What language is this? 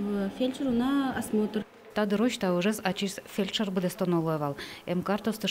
Udmurt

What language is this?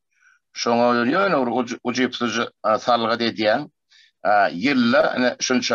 Turkmen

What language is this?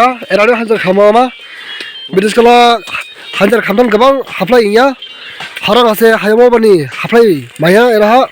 Dimasa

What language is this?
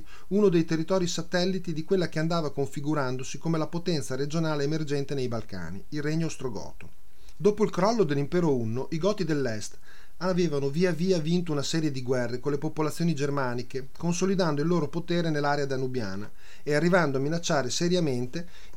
Italian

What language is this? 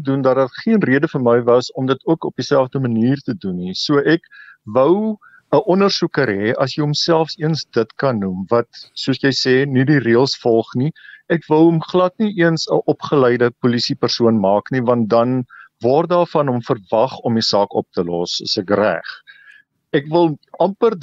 Afrikaans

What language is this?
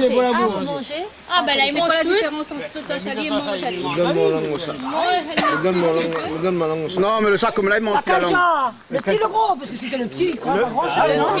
Réunion Creole French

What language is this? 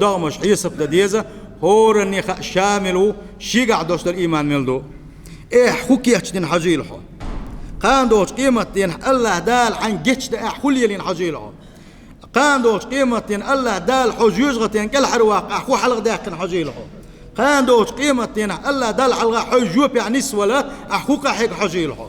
Chechen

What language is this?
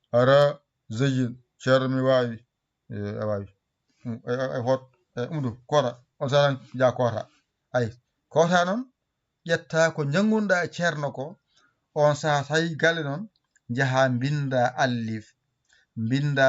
Fula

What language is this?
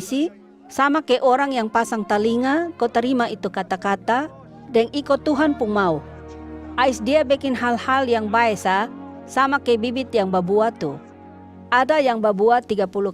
Kupang Malay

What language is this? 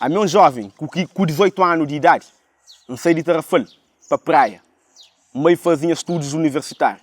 Kabuverdianu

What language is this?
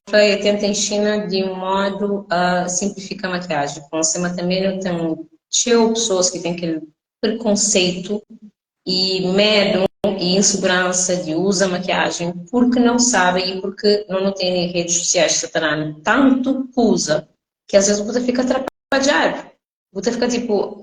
Kabuverdianu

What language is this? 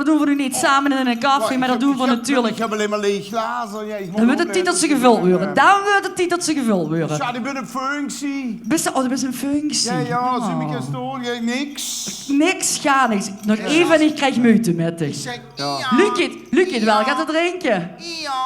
Limburgish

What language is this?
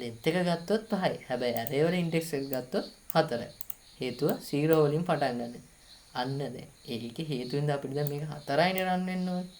Sinhala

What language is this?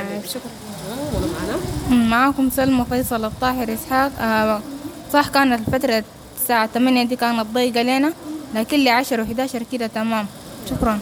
Sudanese Arabic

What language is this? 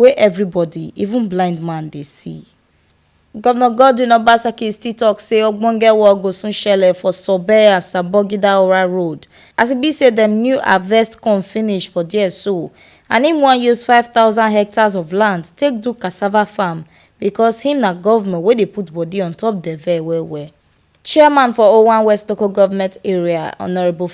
Nigerian Pidgin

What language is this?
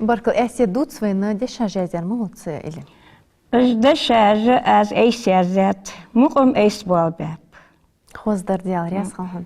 Ingush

